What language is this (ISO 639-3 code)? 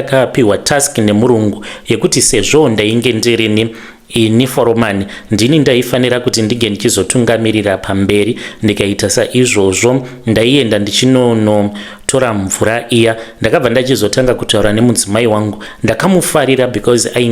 sna